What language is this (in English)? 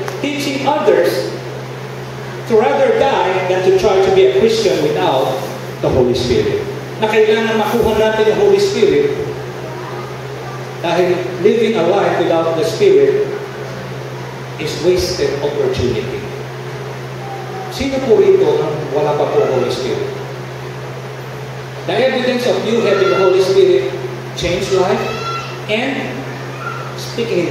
Filipino